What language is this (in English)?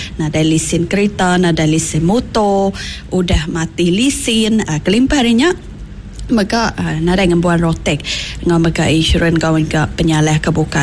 Iban